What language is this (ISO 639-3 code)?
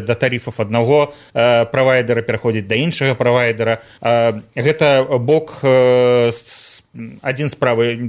bel